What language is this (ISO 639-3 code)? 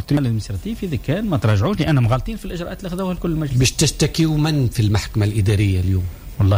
aeb